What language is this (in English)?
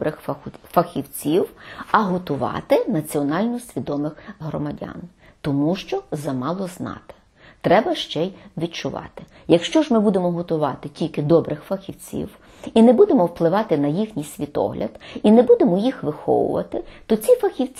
Ukrainian